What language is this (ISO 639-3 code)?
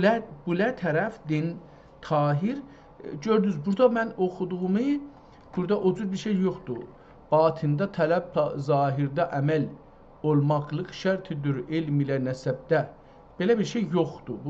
azb